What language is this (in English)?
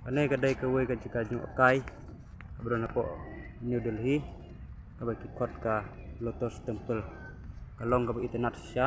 Khasi